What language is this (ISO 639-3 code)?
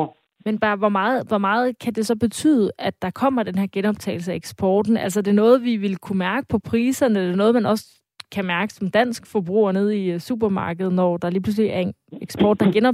dan